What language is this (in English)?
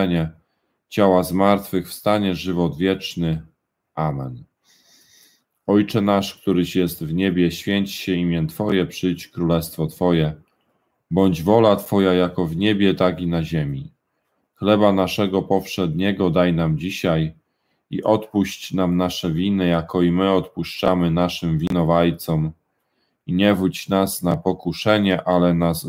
Polish